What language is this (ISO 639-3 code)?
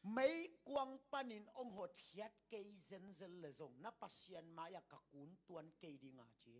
ctd